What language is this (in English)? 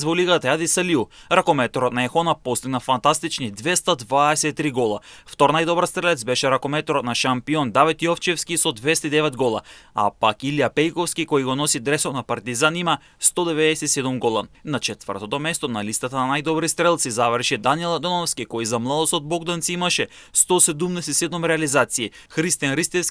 Macedonian